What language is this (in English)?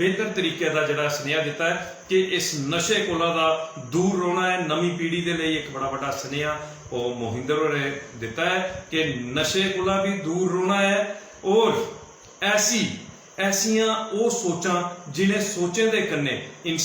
Dogri